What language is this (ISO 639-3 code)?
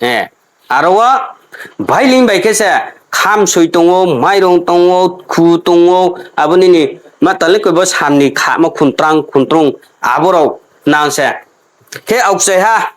ria